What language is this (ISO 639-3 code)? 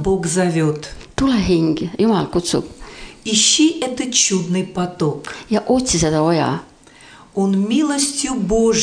est